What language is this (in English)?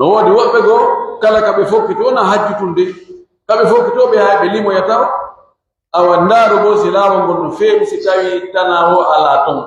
Pular